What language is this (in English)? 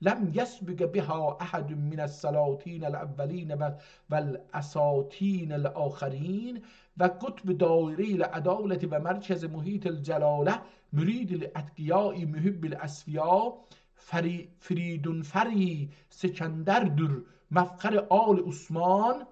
South Azerbaijani